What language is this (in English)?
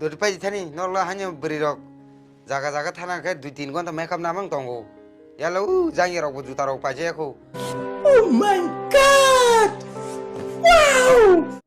Kok Borok